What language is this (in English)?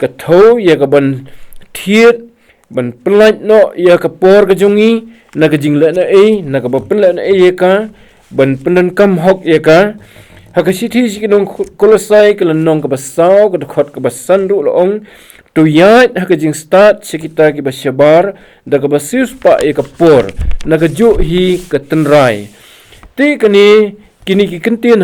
Khasi